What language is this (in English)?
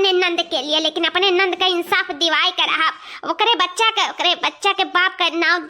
Awadhi